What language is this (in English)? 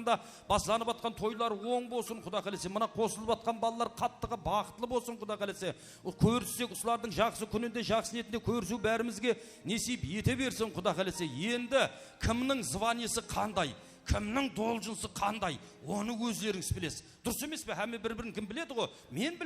Kara-Kalpak